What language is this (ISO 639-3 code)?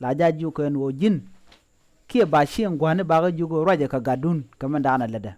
nus